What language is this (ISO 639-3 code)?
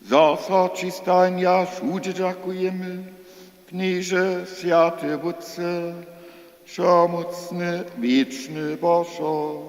hsb